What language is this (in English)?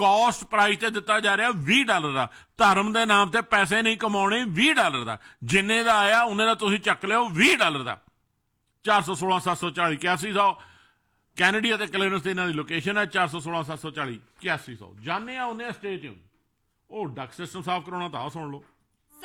Punjabi